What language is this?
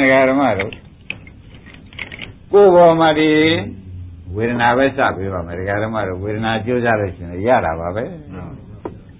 Burmese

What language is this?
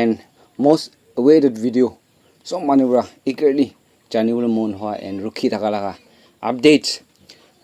Naga Pidgin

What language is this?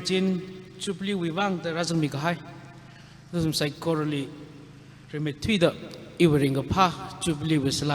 Tangkhul Naga (India)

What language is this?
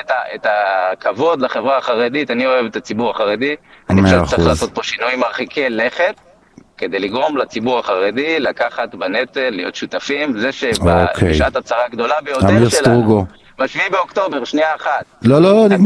Hebrew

